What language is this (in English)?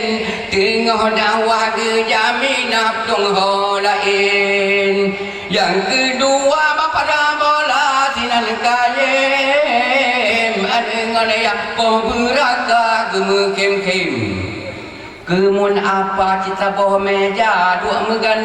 Achinese